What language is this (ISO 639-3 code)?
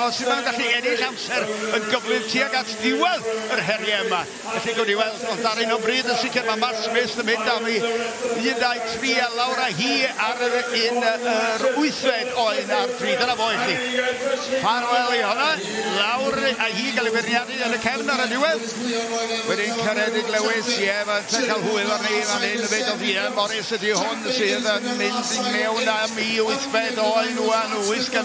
cym